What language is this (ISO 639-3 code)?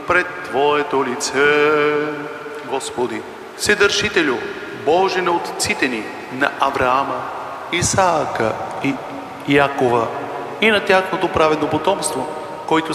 bul